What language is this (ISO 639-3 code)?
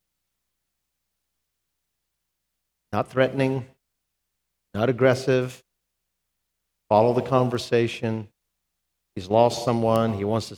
eng